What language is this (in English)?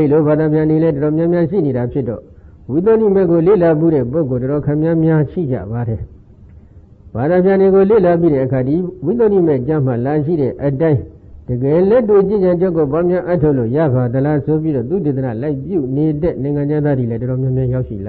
Burmese